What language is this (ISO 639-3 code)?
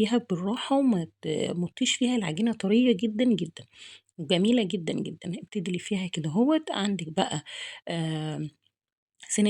arz